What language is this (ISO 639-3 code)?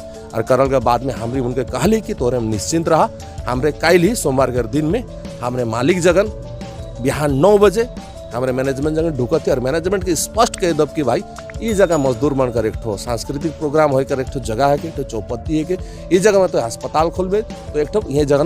sck